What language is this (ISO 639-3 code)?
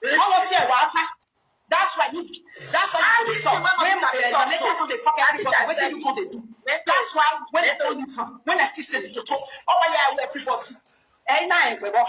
pcm